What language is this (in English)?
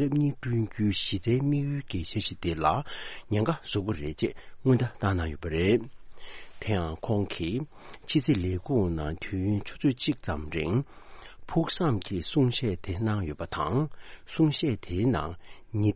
Tibetan